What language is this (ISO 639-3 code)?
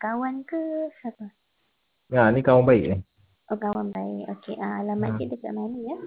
msa